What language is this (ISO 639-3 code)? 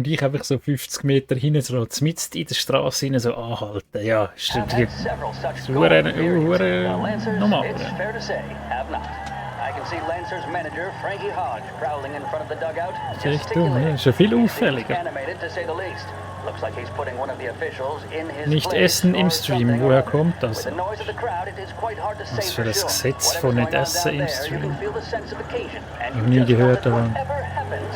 gsw